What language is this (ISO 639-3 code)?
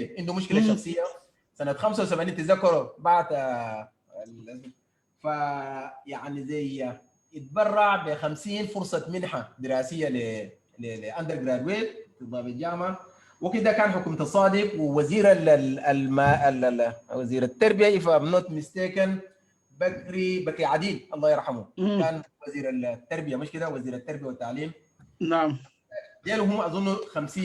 apd